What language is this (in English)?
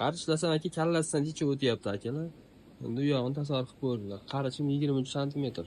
Uzbek